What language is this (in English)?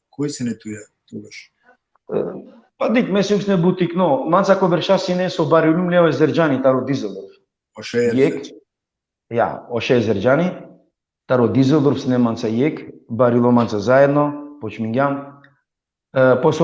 Balkan Romani